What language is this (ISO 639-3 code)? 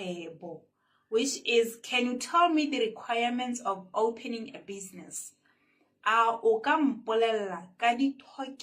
tsn